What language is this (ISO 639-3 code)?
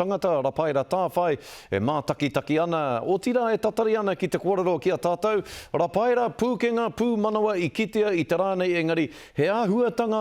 mri